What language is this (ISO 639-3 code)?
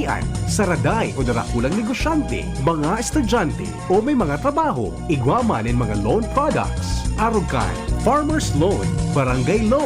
bik